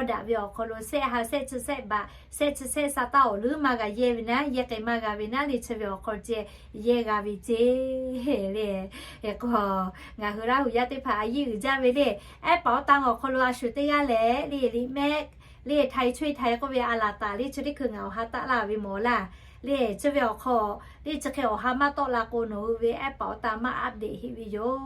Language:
Lahu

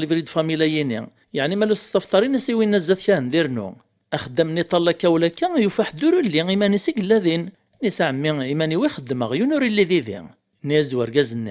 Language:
Kabyle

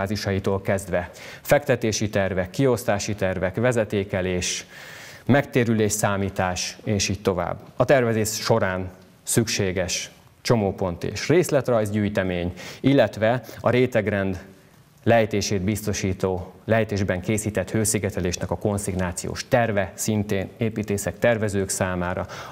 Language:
Hungarian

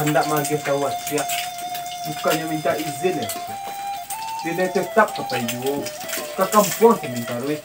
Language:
Minangkabau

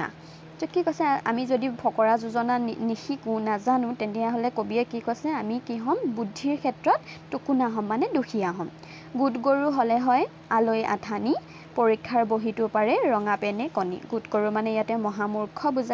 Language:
Assamese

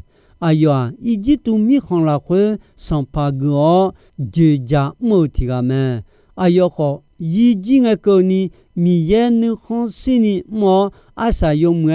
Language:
Akha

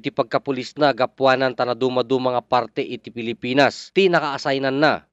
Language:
Iloko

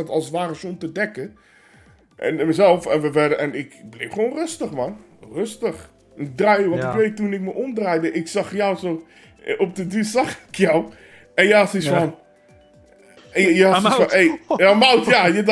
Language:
Dutch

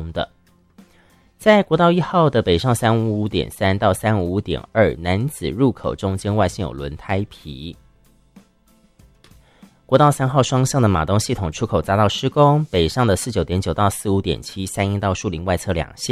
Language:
Chinese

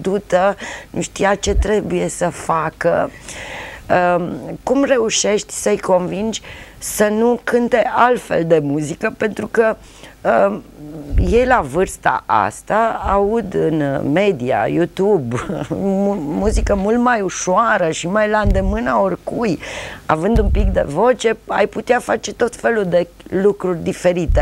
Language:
Romanian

